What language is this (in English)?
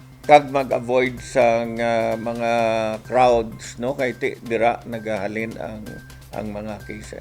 Hiligaynon